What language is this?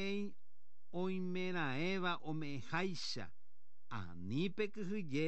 Guarani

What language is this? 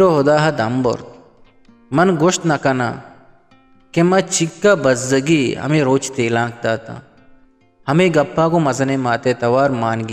Eastern Balochi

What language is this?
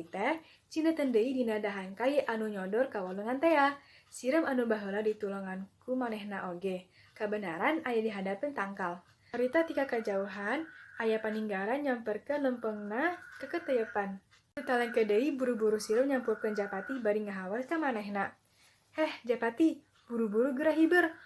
Sundanese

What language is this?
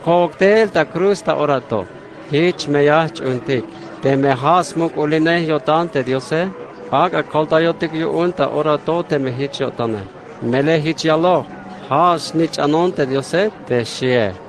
Tzeltal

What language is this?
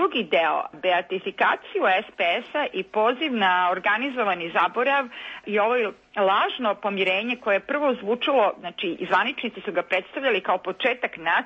Serbian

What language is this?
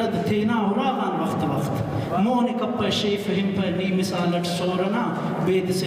Brahui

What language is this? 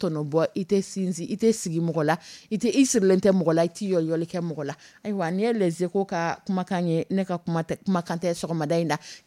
Dyula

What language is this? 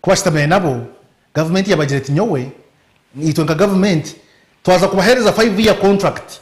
Nyankole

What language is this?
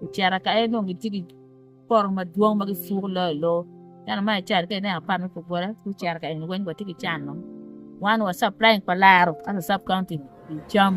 Acoli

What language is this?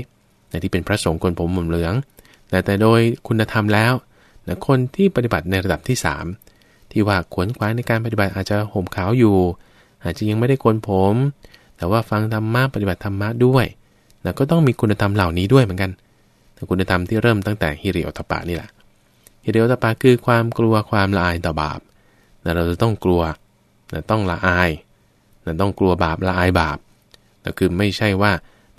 Thai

